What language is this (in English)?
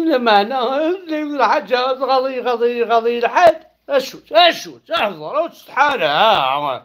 Kabyle